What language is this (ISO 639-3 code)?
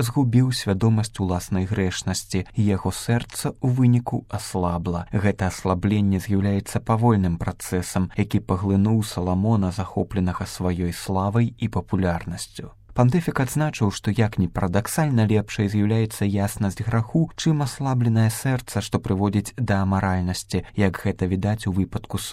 bel